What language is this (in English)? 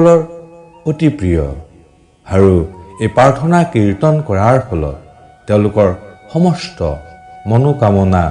Assamese